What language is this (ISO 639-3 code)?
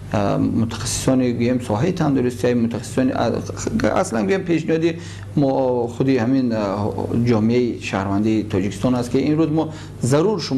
tgk